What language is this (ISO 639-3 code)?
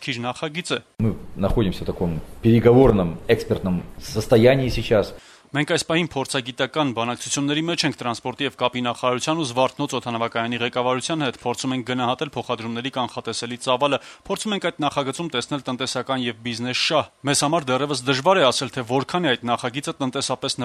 hye